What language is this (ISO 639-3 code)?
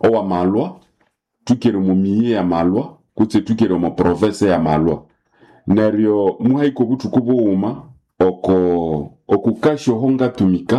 nnb